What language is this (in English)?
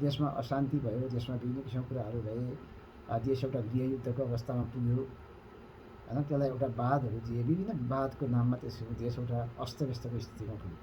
Nepali